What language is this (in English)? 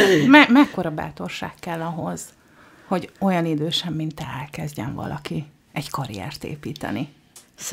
Hungarian